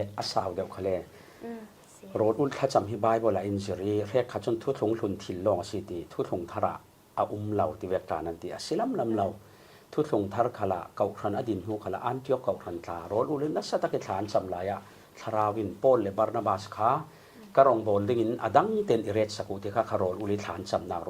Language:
Falam Chin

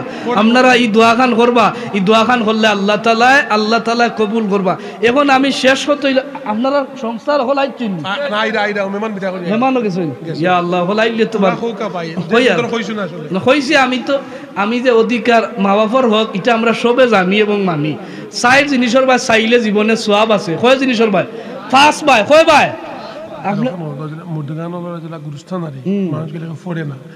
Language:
Sylheti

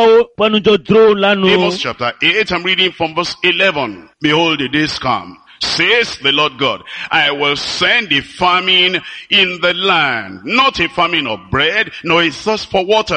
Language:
Ewe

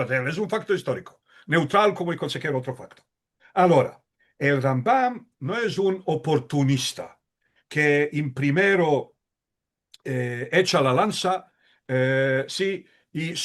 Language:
Ladino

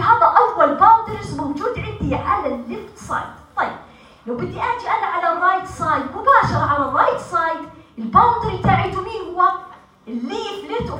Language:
North Levantine Arabic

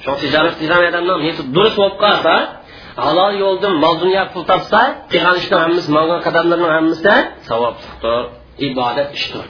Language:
Uyghur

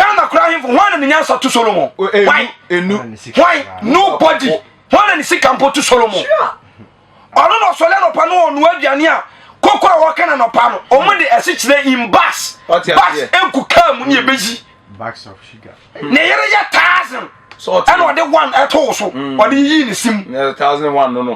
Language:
Akan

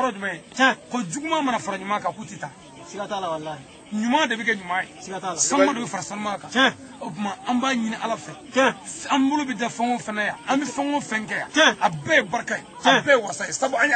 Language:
Bambara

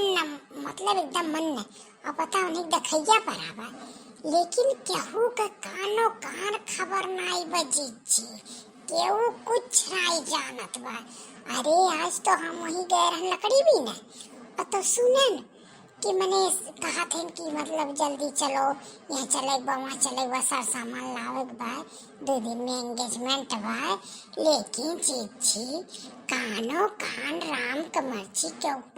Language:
Awadhi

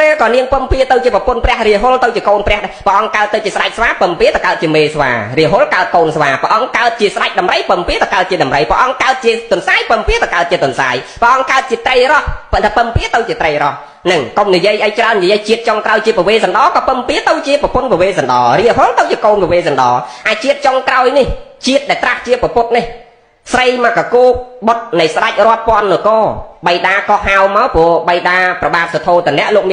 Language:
Khmer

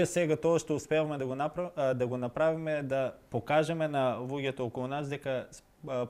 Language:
Macedonian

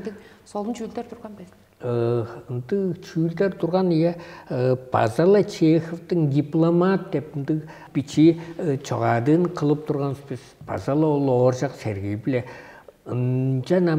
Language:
Tuvinian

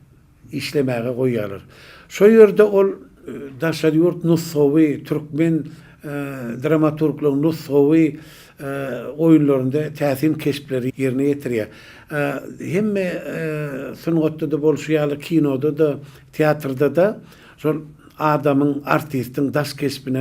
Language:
Turkmen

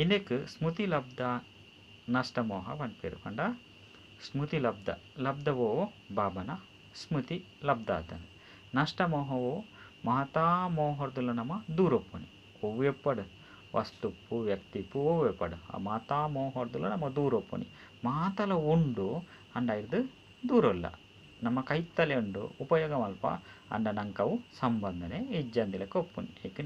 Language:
Tulu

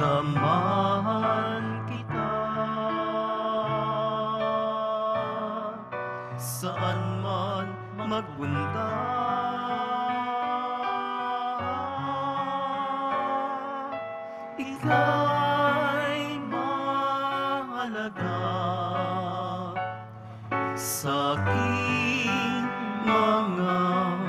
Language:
Filipino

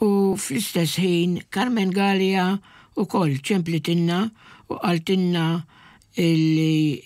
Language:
Maltese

